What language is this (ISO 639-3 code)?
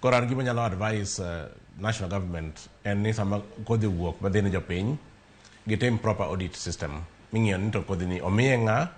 luo